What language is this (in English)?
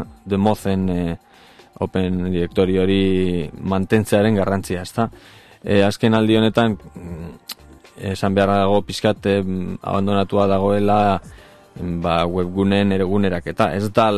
Basque